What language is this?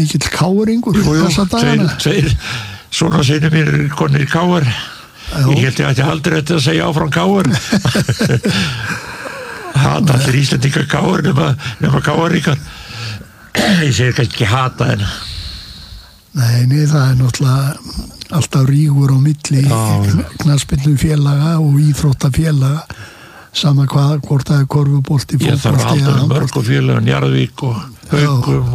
Icelandic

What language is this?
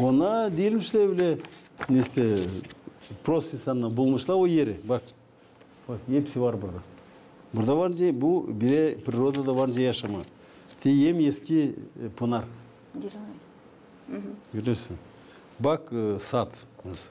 Gagauz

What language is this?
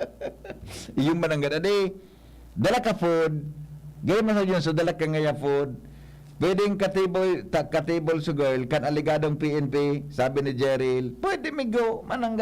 Bikol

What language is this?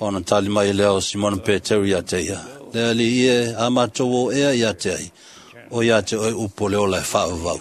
Samoan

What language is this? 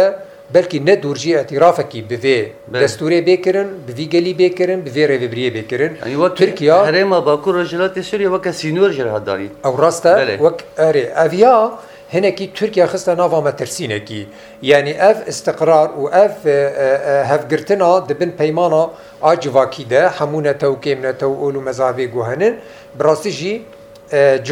Kurdish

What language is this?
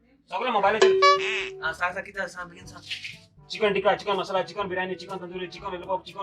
Konkani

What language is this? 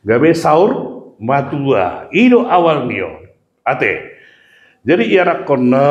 Batak Toba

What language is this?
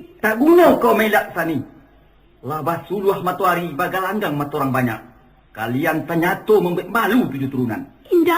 Minangkabau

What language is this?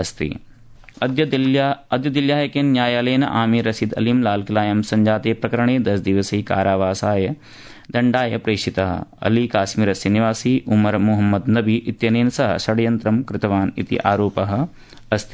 Sanskrit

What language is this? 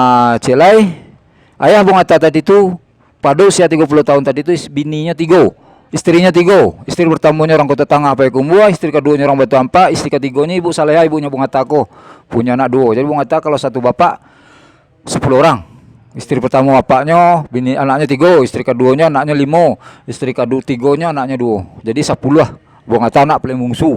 Minangkabau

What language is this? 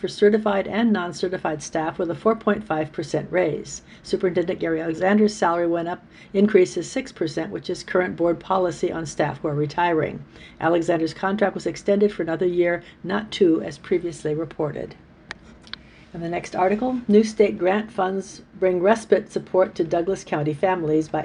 English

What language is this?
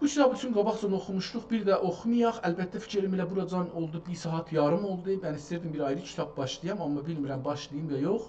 South Azerbaijani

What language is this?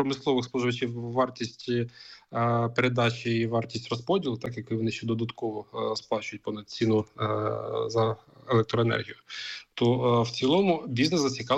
Ukrainian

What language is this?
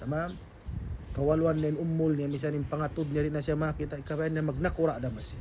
Tausug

